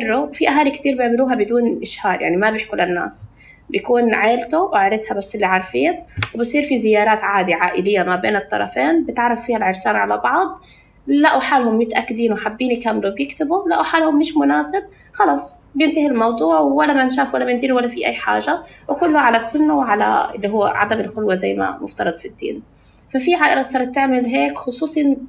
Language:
North Levantine Arabic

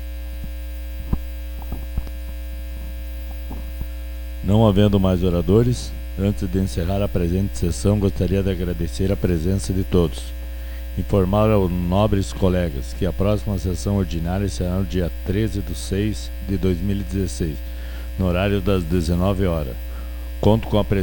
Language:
Portuguese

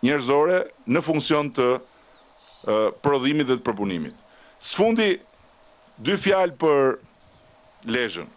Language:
Albanian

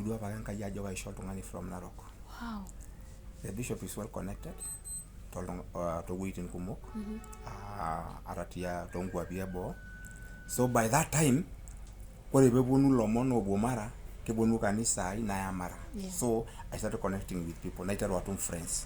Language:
Masai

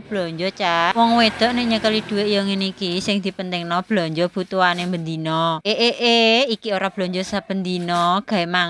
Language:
Javanese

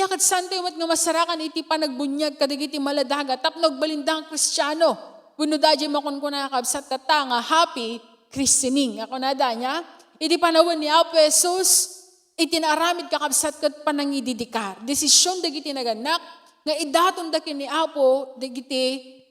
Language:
Iloko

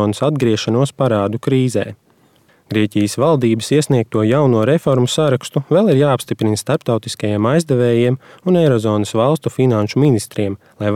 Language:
Latvian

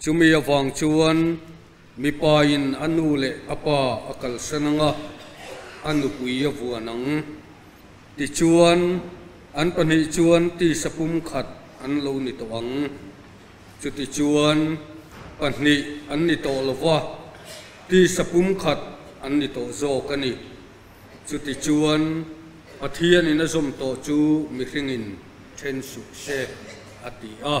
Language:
Mizo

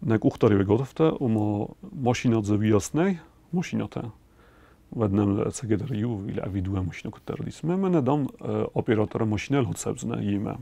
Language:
Ossetic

